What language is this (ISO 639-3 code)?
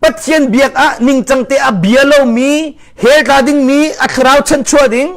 cnh